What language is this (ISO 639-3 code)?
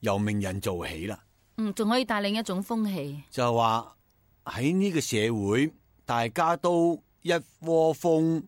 yue